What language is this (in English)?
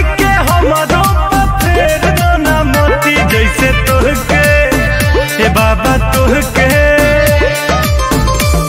Bhojpuri